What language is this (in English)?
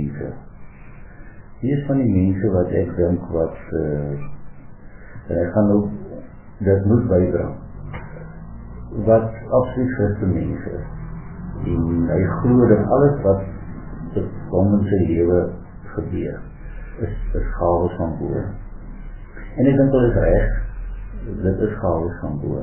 Afrikaans